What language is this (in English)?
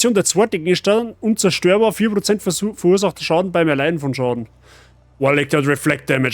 Bavarian